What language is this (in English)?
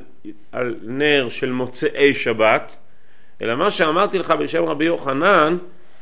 Hebrew